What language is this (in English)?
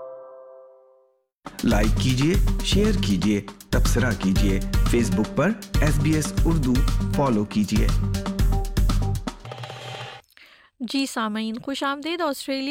Urdu